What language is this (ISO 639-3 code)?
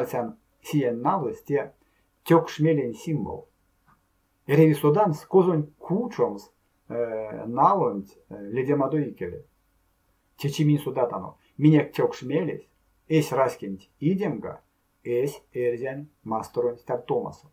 myv